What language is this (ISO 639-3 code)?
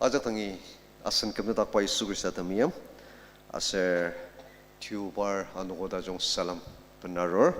njo